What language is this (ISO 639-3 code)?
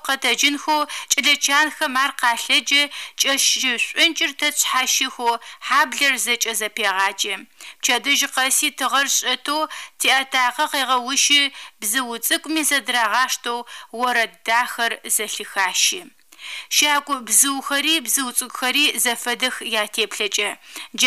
ady